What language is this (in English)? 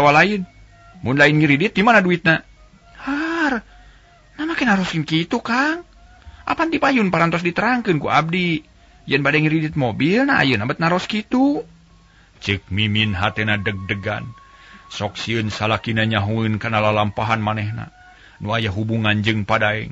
Sundanese